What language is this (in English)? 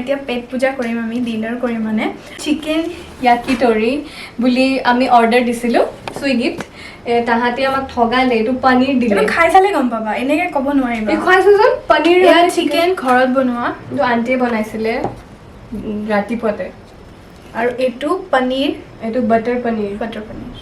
Assamese